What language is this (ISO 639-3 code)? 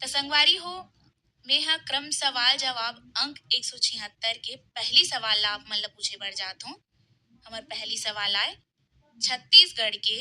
hne